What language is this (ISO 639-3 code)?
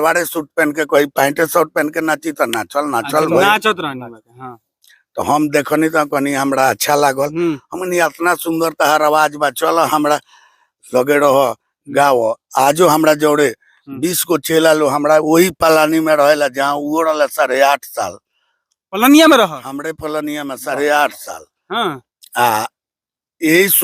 bho